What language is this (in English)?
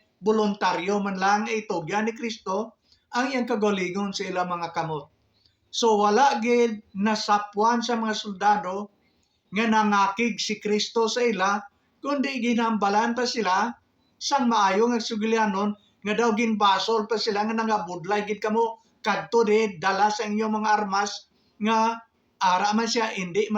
Hiligaynon